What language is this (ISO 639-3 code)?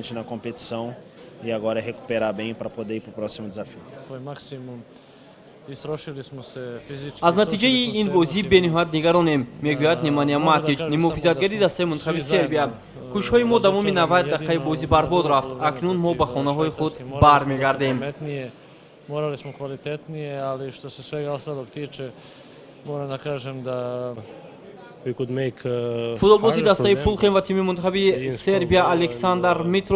tgk